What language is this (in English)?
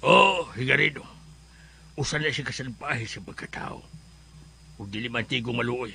Cebuano